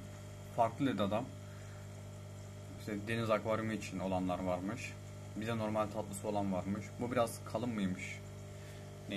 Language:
Turkish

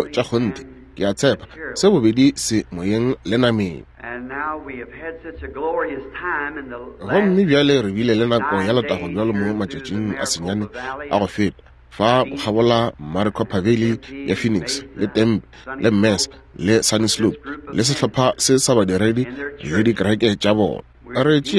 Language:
Northern Sotho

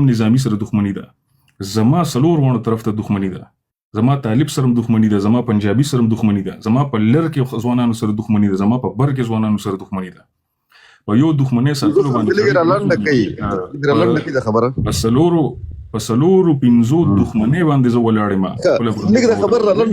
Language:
Pashto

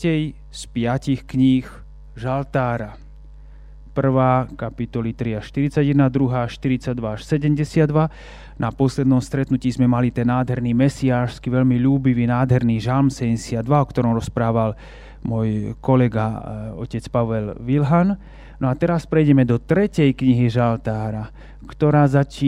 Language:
Slovak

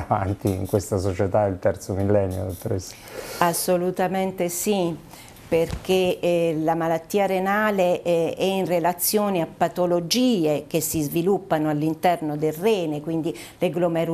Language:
Italian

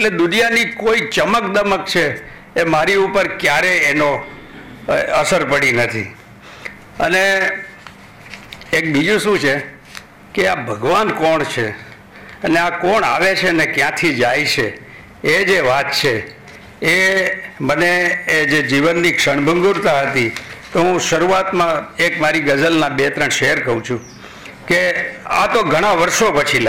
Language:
Gujarati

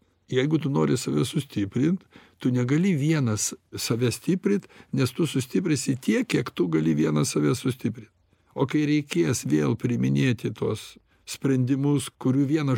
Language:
Lithuanian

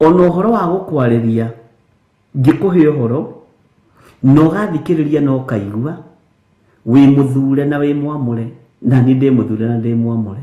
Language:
Kikuyu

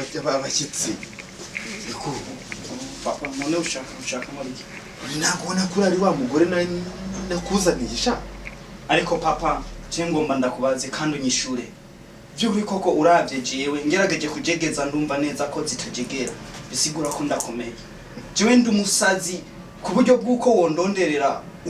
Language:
Rundi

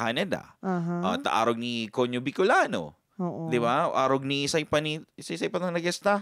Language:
Bikol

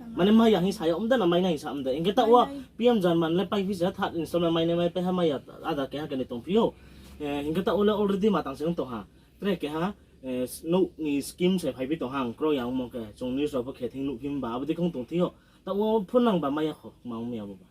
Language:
Riang (India)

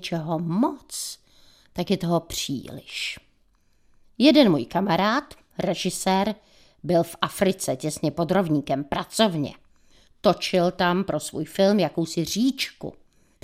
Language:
Czech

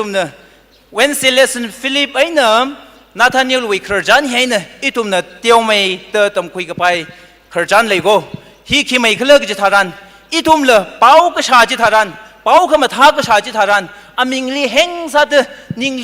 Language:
Tangkhul Naga (India)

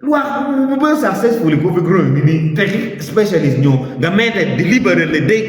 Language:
Acoli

